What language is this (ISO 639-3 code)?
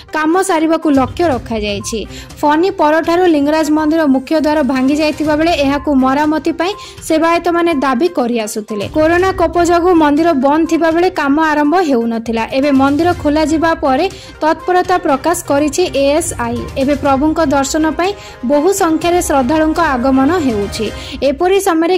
ori